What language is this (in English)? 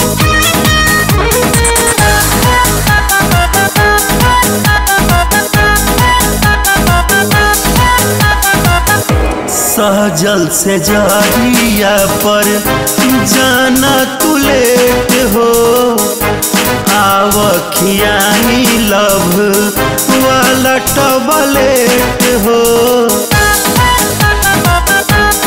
Bhojpuri